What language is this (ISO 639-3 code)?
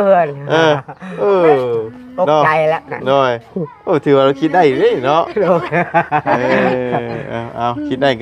lao